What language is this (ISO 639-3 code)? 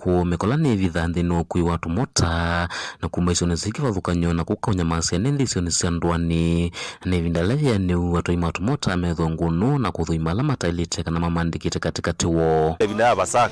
kam